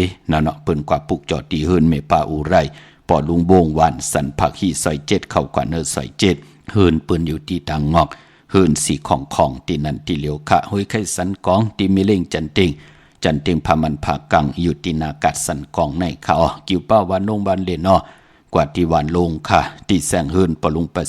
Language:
Shan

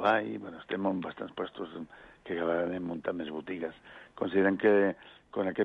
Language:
Catalan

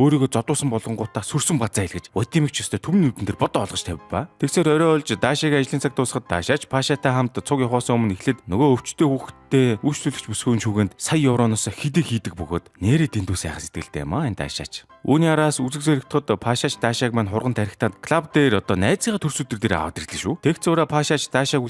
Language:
Mongolian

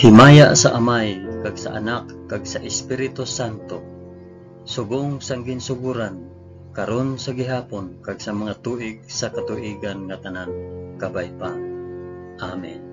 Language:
Hiligaynon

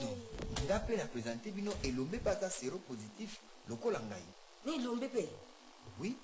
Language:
Lingala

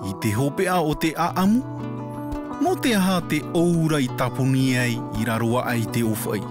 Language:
Tahitian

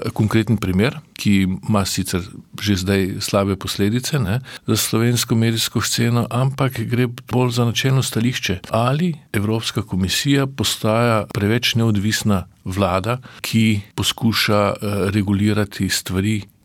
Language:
Slovenian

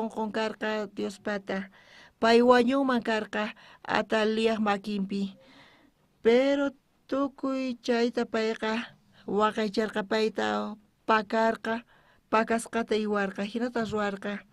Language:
South Bolivian Quechua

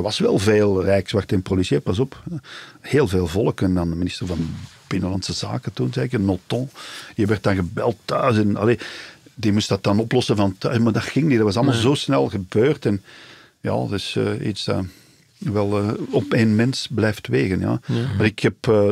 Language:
Dutch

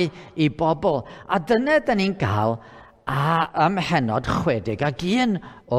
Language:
Welsh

